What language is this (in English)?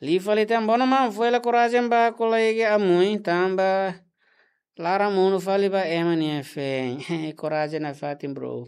Tetum